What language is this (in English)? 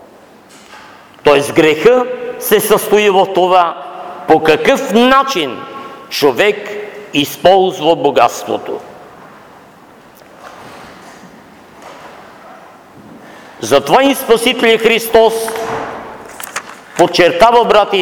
Bulgarian